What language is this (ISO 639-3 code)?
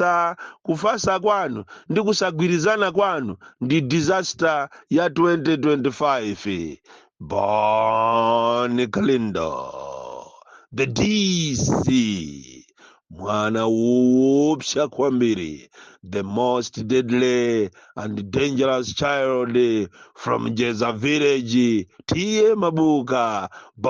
nya